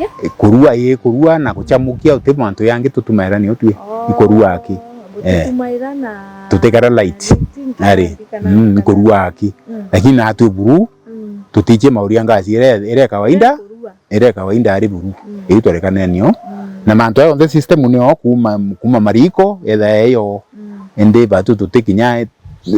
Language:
Meru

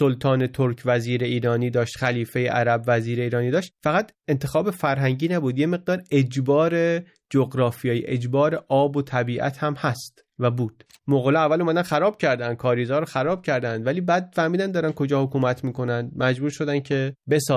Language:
Persian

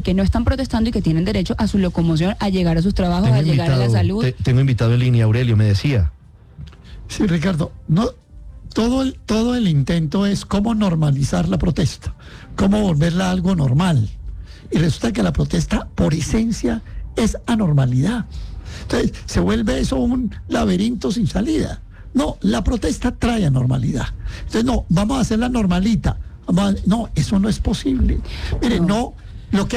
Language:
Spanish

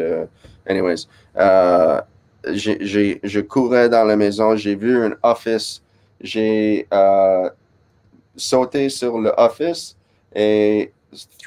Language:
French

